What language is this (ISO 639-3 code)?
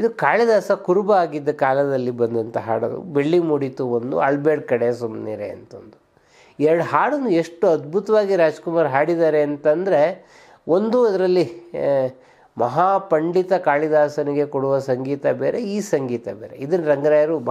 kan